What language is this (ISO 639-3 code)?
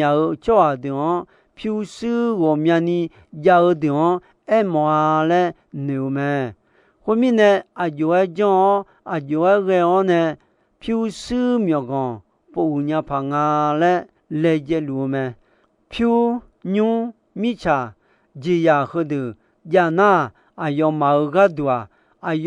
ahk